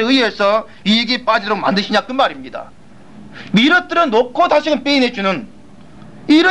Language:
Korean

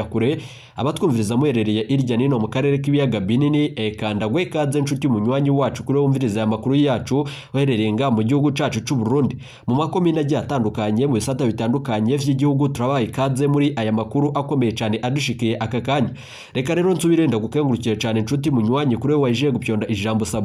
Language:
Rundi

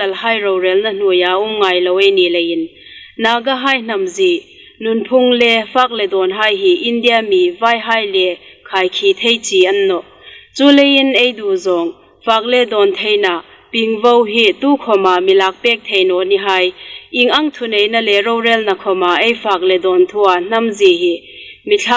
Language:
Hmar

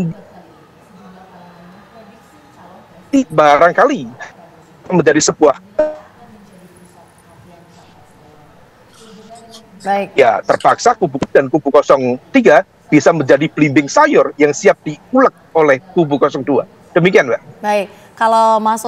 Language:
Indonesian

